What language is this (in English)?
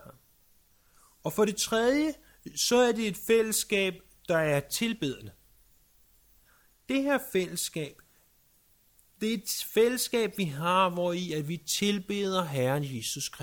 Danish